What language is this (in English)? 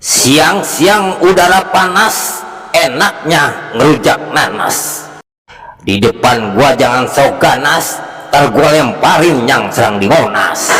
Betawi